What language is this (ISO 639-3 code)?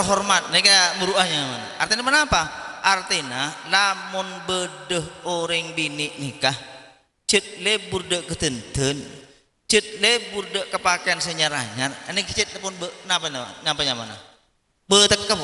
mad